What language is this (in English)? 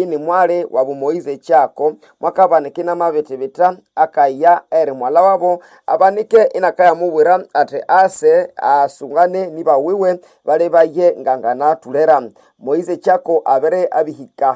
Nande